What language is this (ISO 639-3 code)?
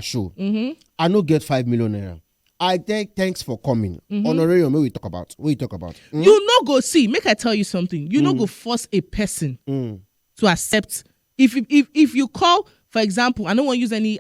pcm